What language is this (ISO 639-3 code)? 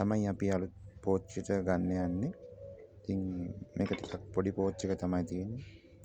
sin